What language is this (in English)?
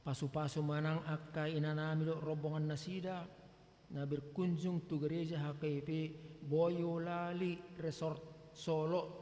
Batak Toba